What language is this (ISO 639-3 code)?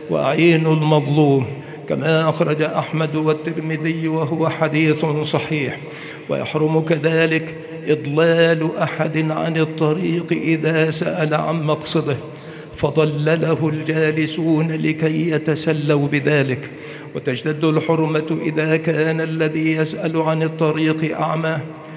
ara